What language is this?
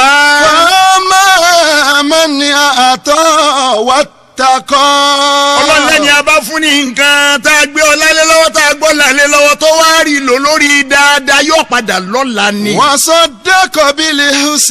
Yoruba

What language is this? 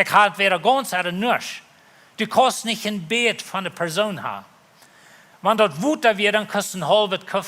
Plautdietsch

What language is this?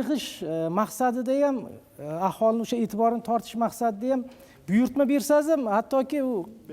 Uzbek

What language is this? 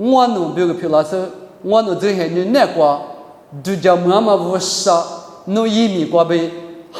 Lisu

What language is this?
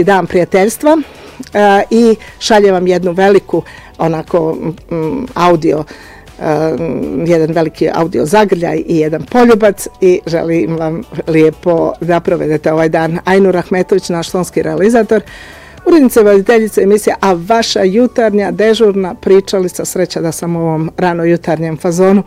Bosnian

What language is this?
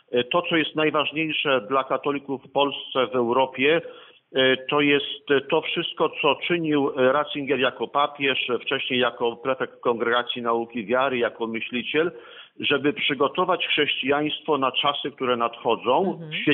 Polish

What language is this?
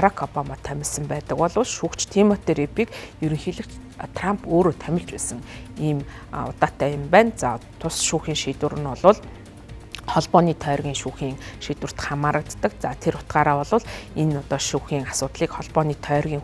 Mongolian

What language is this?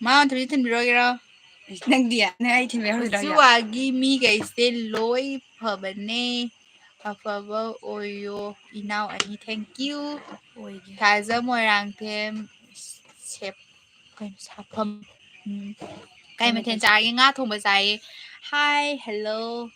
Manipuri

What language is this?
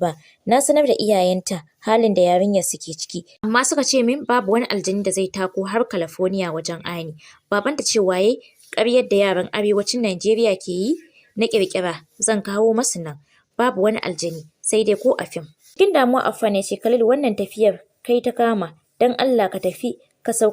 Hausa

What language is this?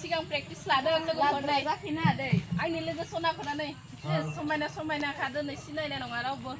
Bodo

